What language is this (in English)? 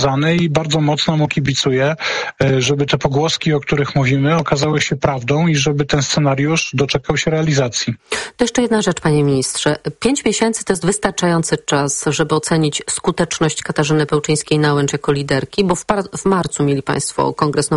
Polish